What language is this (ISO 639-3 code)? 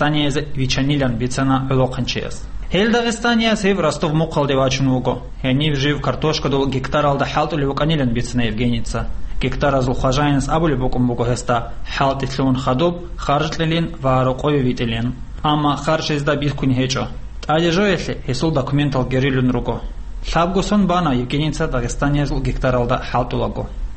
ava